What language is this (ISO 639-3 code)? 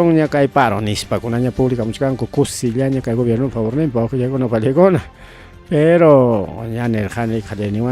quy